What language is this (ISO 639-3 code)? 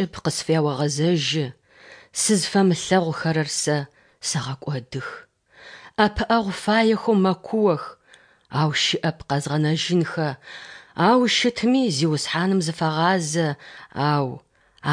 ady